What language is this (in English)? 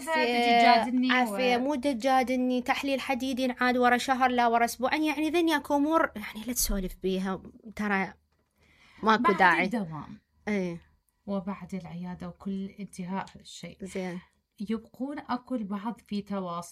Mesopotamian Arabic